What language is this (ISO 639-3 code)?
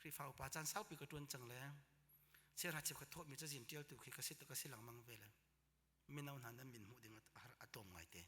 cnh